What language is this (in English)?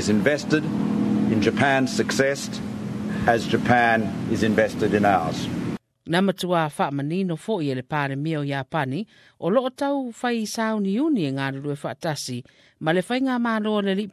Samoan